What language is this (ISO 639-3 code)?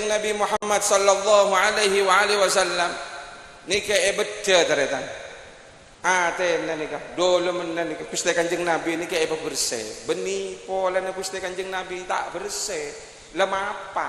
mad